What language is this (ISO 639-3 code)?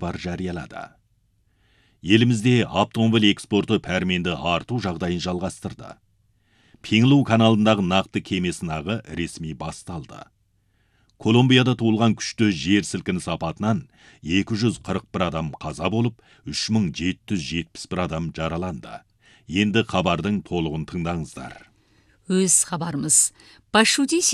kaz